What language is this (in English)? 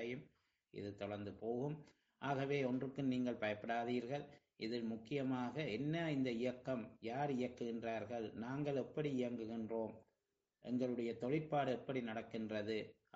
Tamil